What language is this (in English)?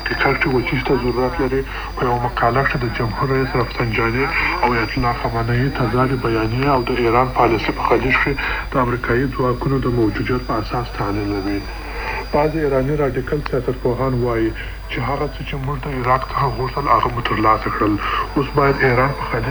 Pashto